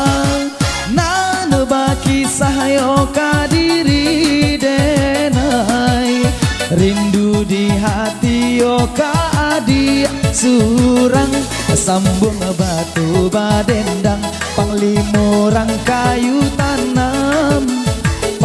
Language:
Minangkabau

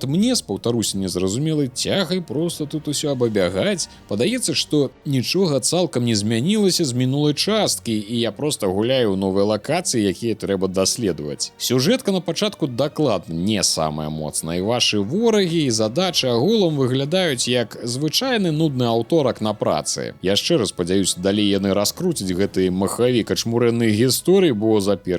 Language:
Belarusian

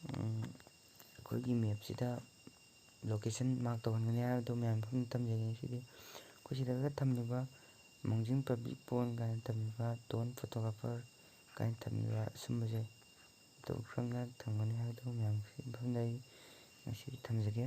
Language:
Manipuri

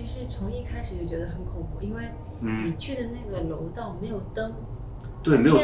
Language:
Chinese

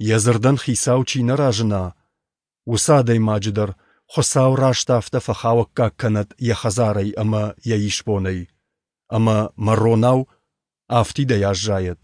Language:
Ossetic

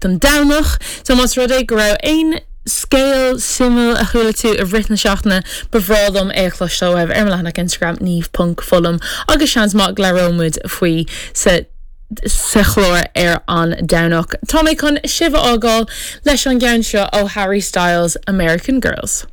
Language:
Irish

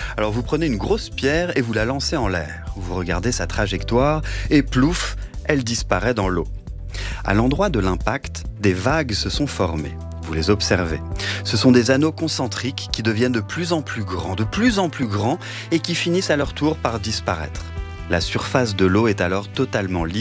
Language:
French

